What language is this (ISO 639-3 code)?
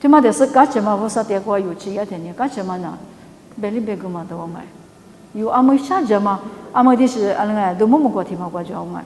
lis